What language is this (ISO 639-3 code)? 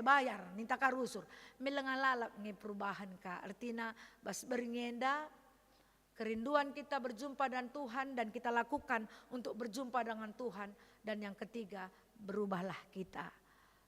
btx